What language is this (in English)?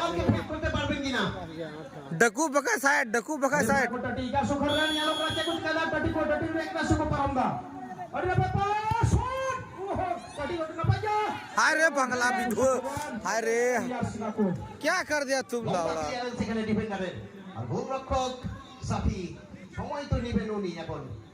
Santali